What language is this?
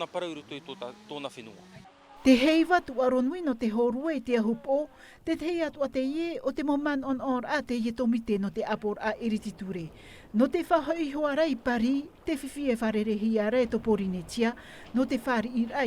Tahitian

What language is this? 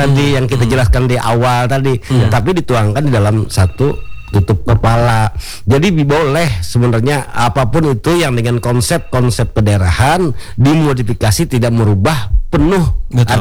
Indonesian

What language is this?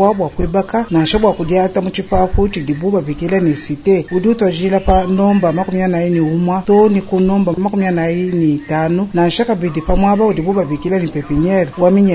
Luba-Lulua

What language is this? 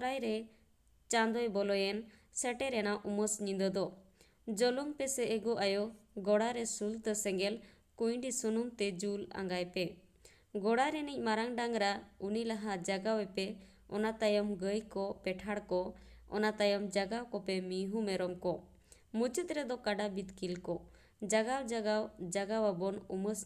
Santali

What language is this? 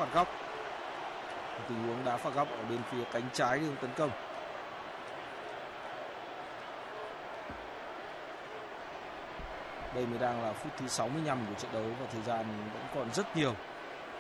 Vietnamese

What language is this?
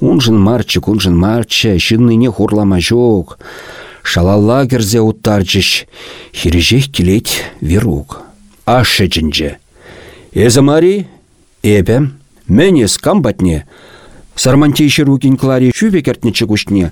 Chuvash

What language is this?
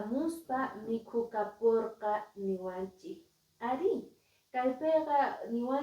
Quechua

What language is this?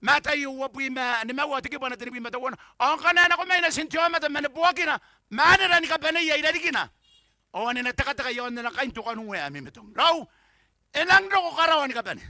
Gilbertese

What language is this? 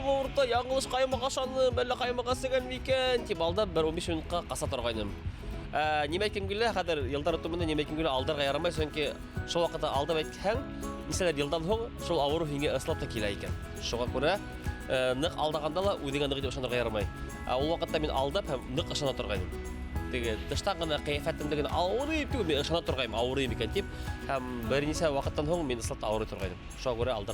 Bashkir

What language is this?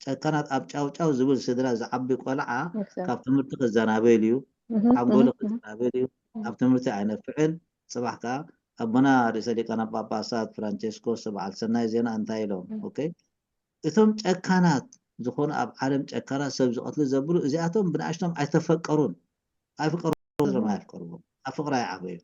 Tigrinya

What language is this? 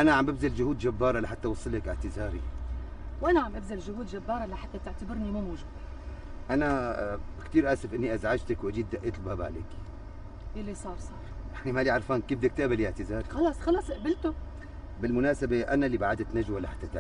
North Levantine Arabic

